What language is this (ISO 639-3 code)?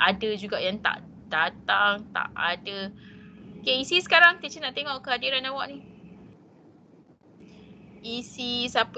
msa